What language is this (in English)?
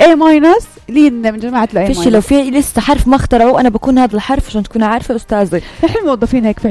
North Levantine Arabic